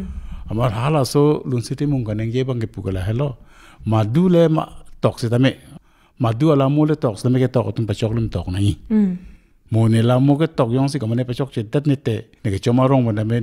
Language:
Karbi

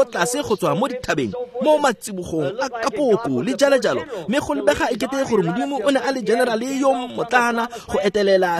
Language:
Tswana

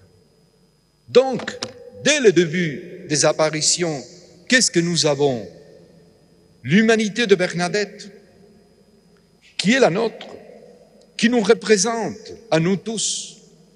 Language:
French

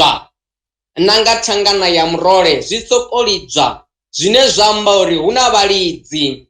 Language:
Venda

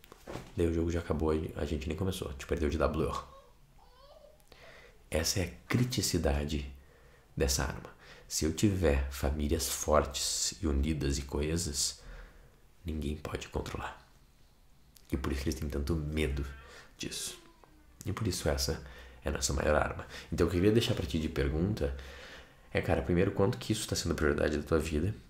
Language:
Portuguese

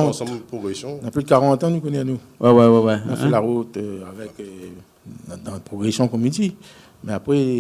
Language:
Réunion Creole French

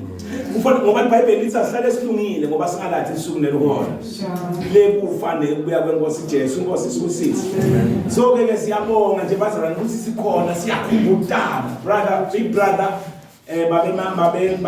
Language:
Zulu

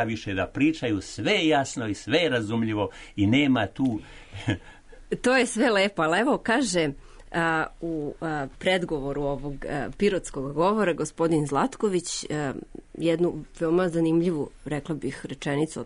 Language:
Serbian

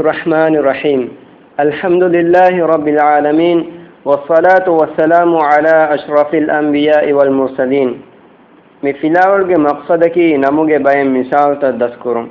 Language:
Divehi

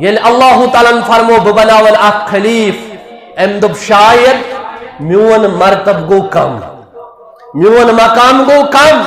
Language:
Kashmiri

